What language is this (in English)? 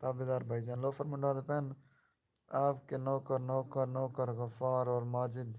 Saraiki